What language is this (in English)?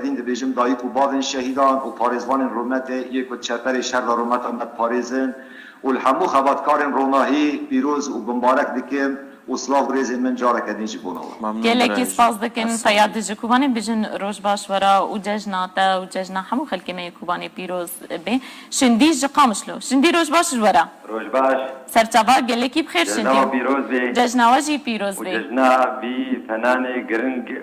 Kurdish